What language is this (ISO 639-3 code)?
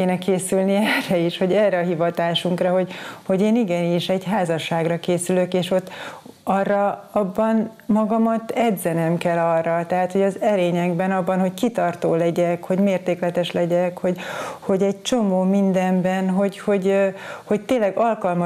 hun